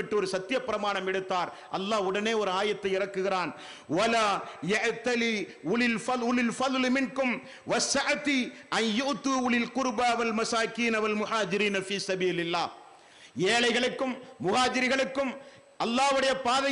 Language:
Tamil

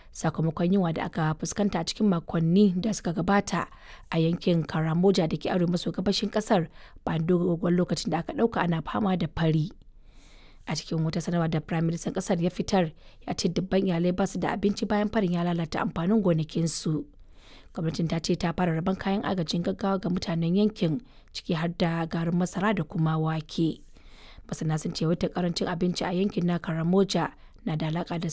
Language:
Hausa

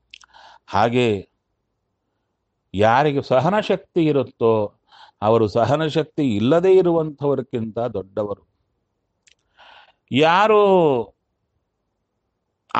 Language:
Kannada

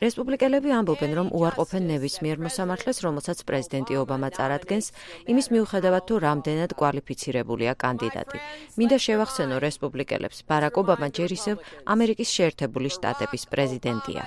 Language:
Georgian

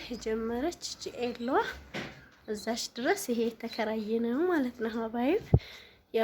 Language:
Amharic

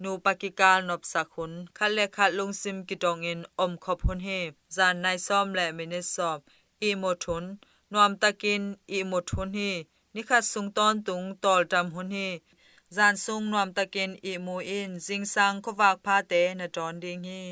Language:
Tedim Chin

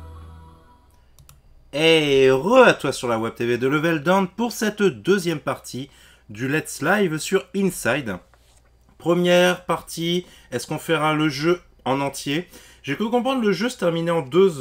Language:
French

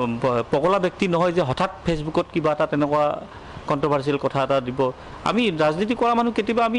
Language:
Assamese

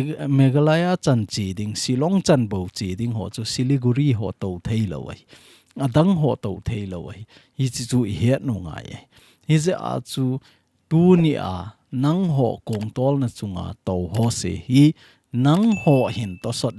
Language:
Thado Chin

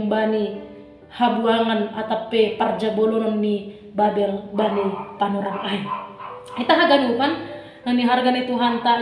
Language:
Batak Simalungun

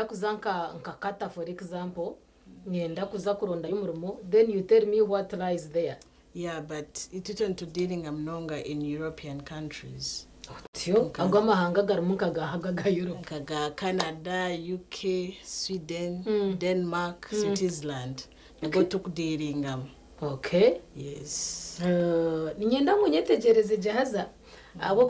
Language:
Nyankole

